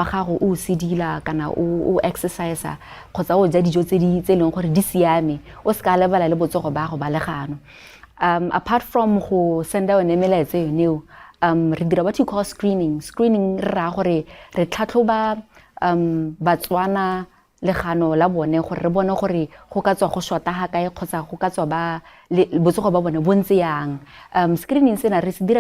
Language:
Tswana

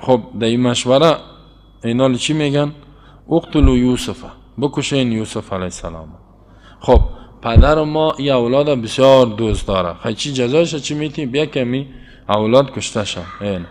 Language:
Persian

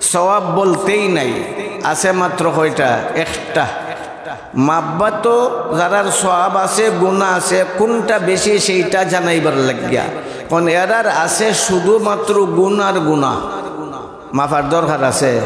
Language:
Sylheti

